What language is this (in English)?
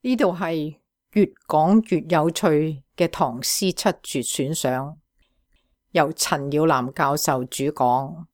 Cantonese